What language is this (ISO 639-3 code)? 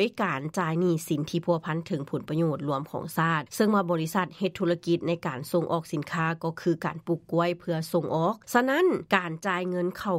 lao